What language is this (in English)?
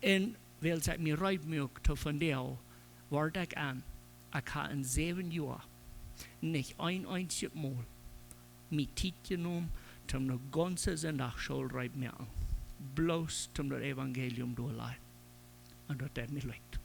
Plautdietsch